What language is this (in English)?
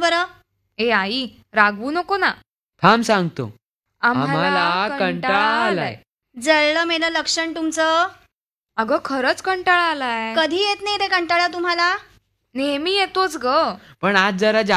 Marathi